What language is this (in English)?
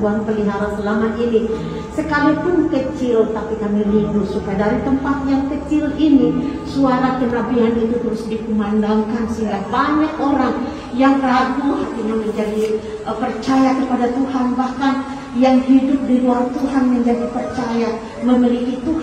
Indonesian